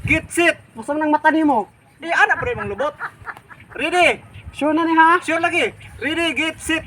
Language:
Cebuano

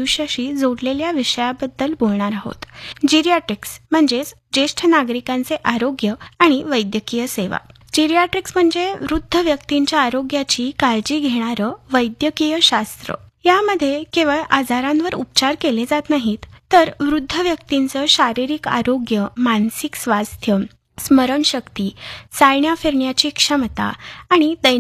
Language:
Marathi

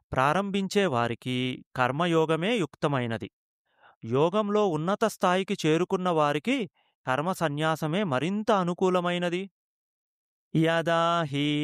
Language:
Telugu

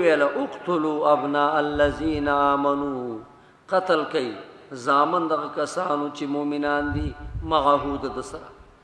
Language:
Pashto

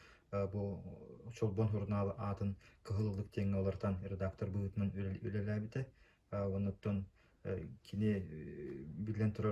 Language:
Yakut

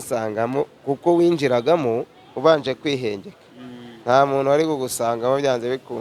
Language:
Kinyarwanda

